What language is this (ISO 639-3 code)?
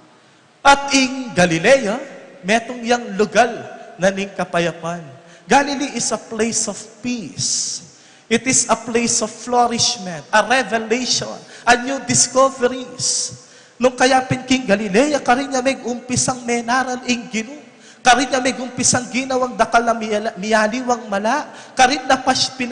pam